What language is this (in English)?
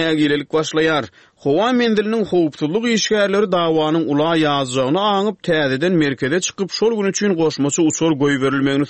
Turkmen